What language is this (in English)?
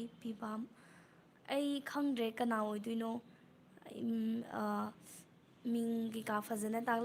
Manipuri